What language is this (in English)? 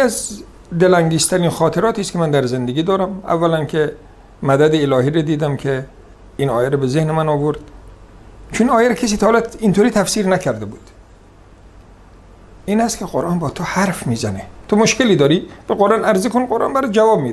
Persian